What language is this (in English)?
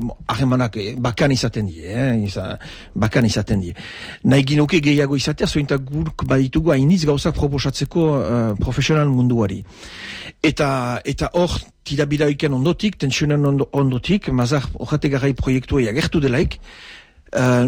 Basque